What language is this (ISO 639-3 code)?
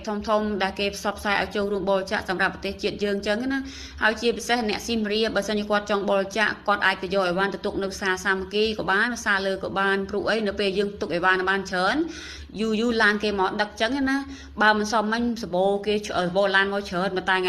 khm